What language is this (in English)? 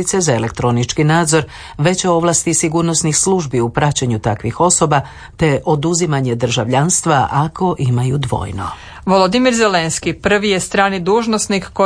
Croatian